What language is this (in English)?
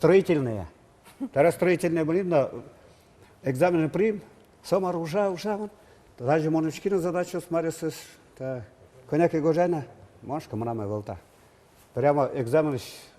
Udmurt